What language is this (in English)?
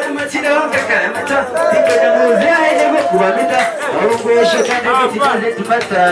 Nyankole